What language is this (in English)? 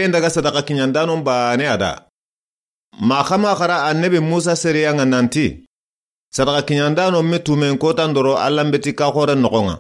Soninke